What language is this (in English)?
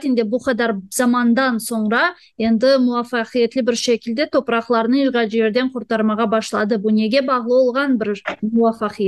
Crimean Tatar